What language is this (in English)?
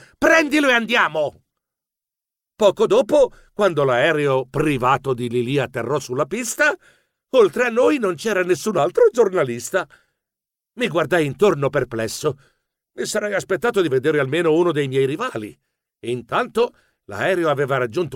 Italian